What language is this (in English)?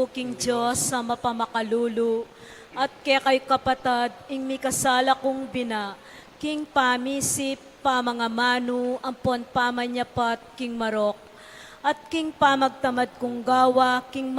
Pampanga